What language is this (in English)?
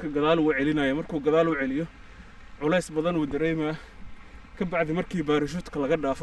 Somali